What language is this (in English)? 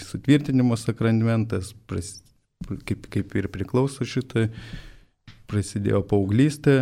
Lithuanian